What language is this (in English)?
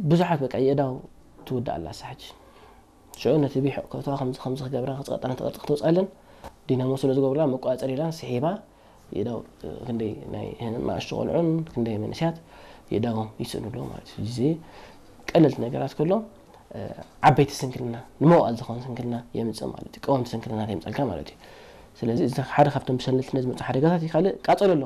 Tigrinya